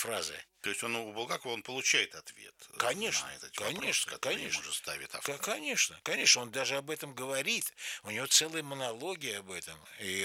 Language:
Russian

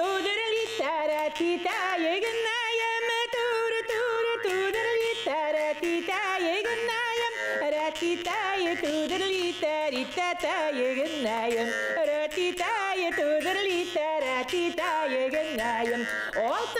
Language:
Bashkir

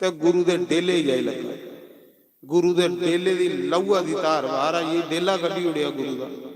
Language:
Dogri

